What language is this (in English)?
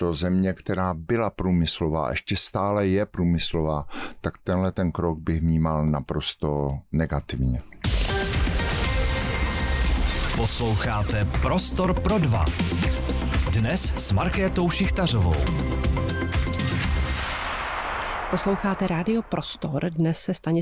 Czech